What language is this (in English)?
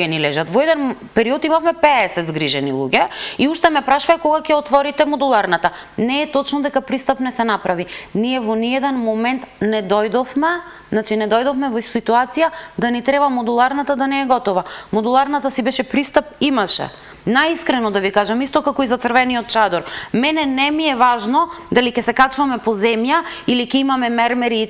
Macedonian